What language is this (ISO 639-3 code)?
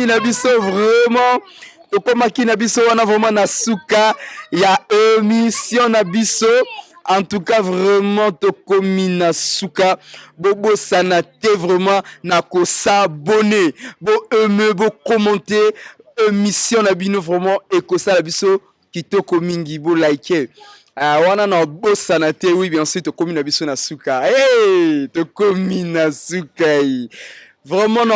lin